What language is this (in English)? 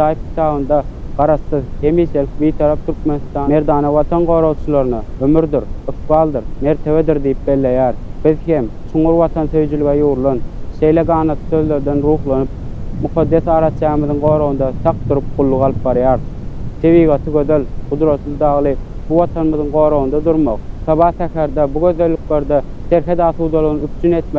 Turkmen